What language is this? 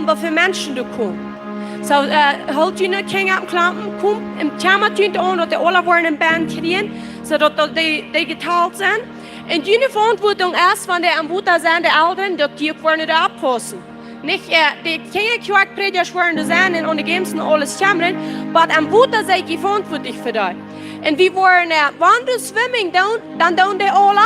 Plautdietsch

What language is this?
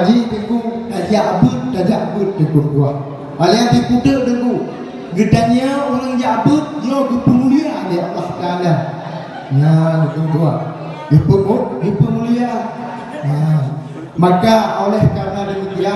Achinese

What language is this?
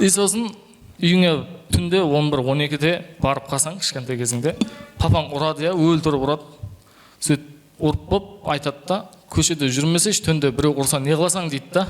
Kara-Kalpak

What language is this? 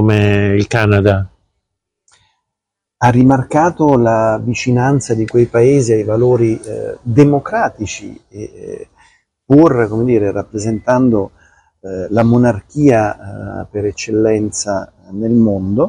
Italian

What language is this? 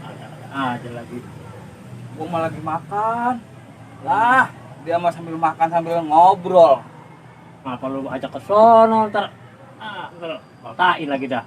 Betawi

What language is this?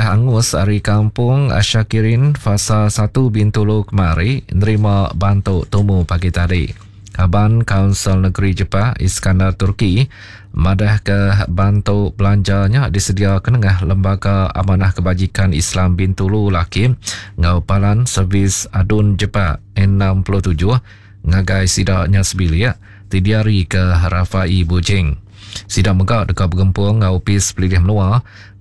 Iban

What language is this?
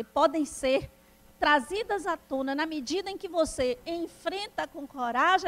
Portuguese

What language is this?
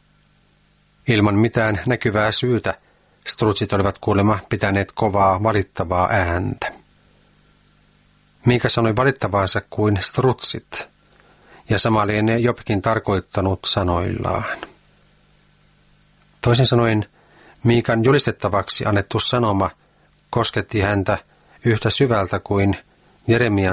Finnish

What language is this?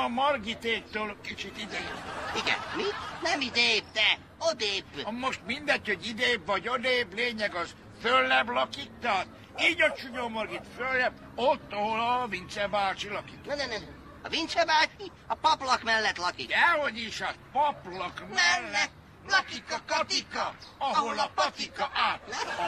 Hungarian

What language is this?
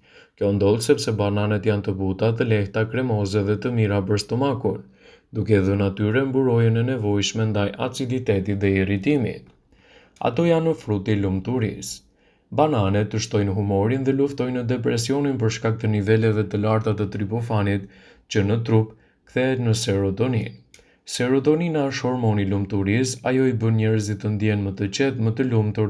Albanian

